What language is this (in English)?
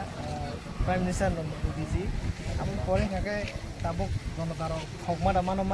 Kok Borok